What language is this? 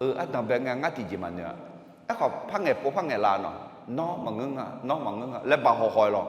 Akha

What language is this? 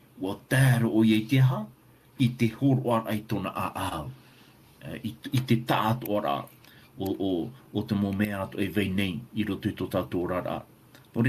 Tahitian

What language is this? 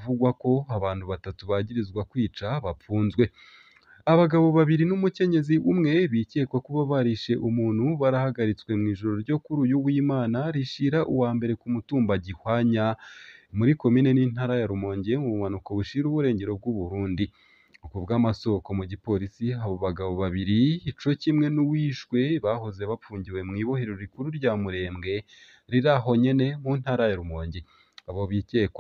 Rundi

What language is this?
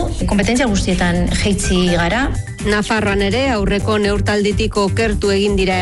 Basque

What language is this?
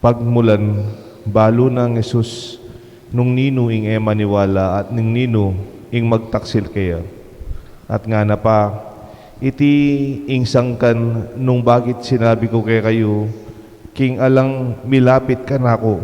Pampanga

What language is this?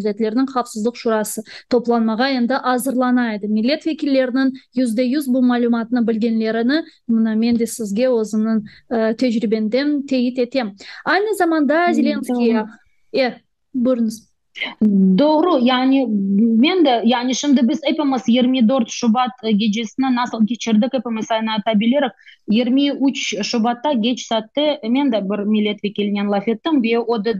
Crimean Tatar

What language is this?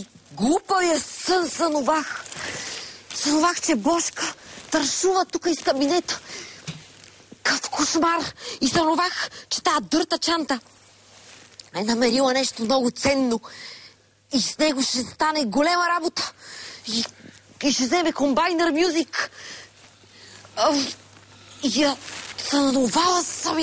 Bulgarian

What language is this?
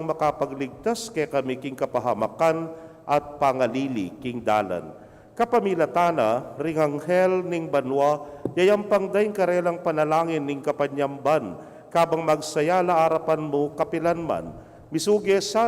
Pampanga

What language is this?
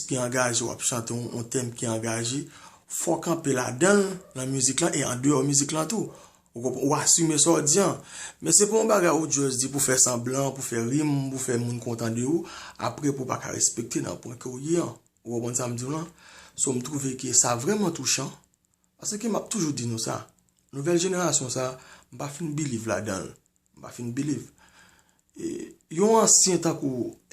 Haitian Creole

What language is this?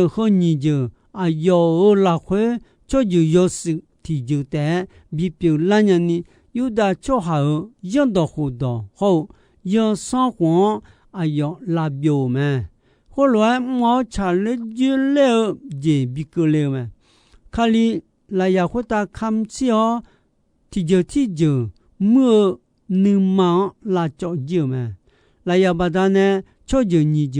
Akha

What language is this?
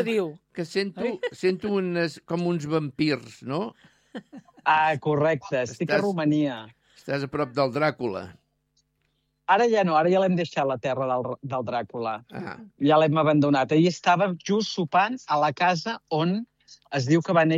Catalan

